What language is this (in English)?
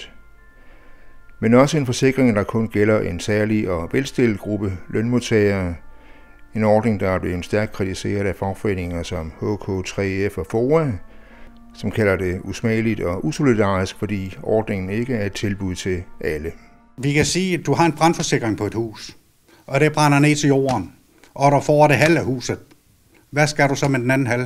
Danish